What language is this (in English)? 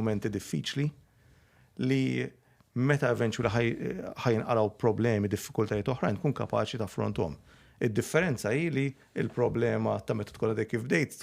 Maltese